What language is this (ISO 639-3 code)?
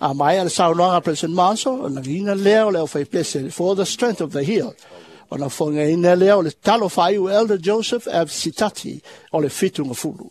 smo